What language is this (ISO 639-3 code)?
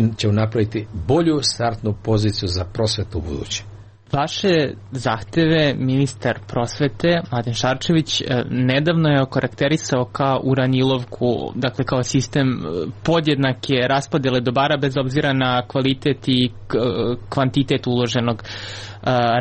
srp